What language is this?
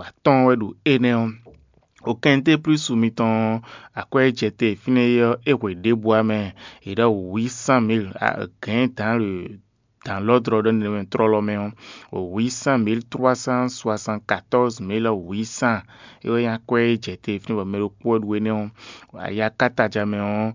Fon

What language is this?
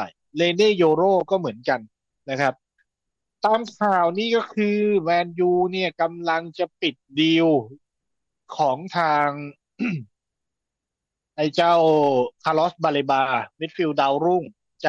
Thai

